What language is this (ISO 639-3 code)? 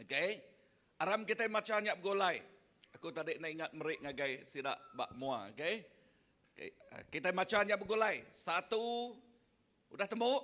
iba